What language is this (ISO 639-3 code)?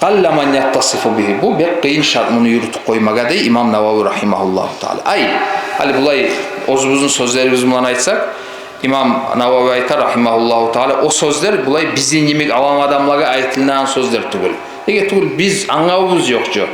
kum